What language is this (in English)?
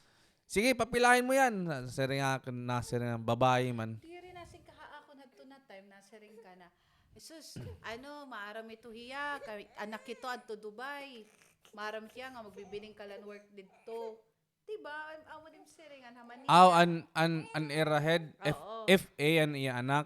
Waray